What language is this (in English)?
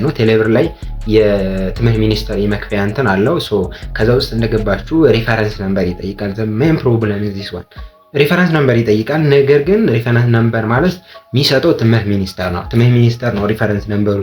Amharic